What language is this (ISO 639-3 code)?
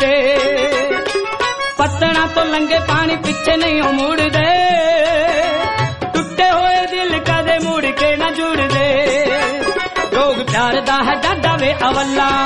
pan